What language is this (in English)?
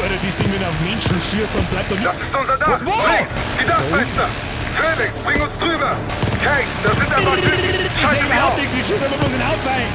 Bavarian